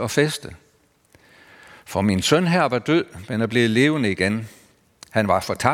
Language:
Danish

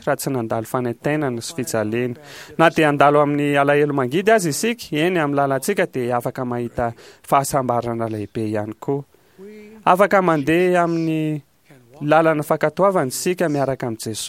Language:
Malagasy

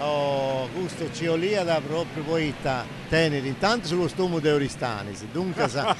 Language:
Sardinian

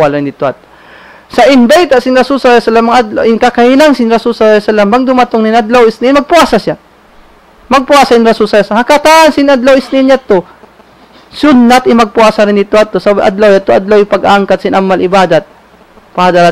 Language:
Tausug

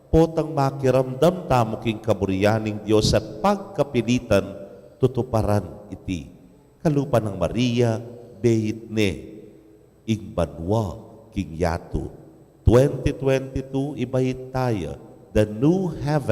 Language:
Pampanga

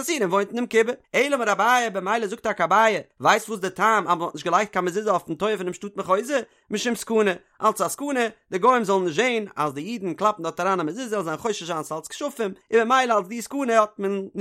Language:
Yiddish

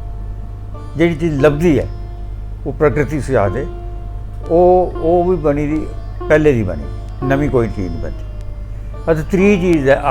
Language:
Dogri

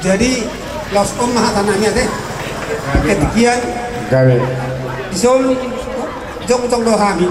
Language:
Batak Toba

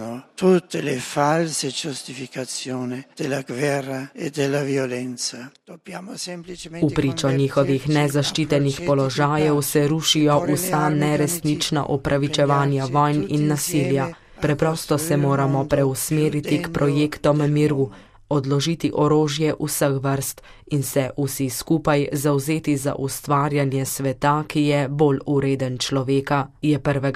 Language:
Slovenian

